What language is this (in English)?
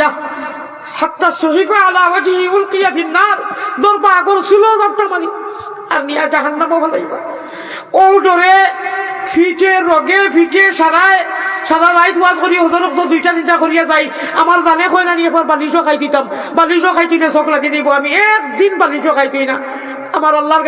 Sylheti